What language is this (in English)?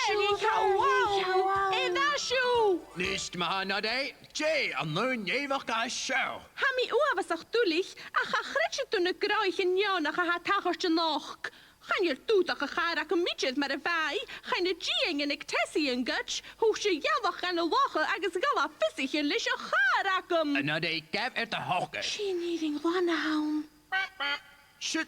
Scottish Gaelic